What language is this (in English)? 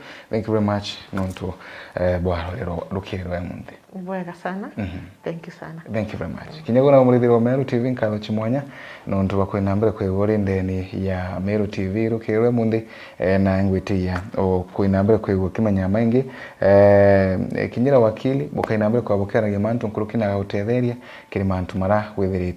Meru